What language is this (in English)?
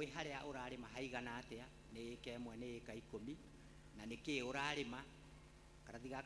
Kikuyu